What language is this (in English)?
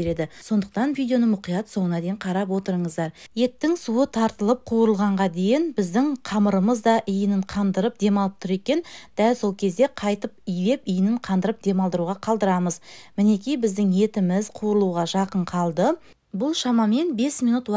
Kazakh